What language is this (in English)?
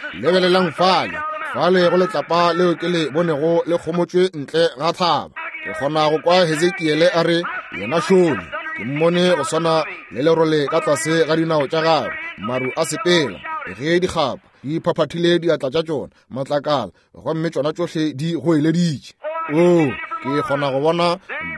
Northern Sotho